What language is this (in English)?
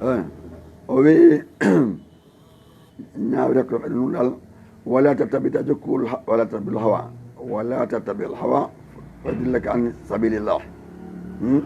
Fula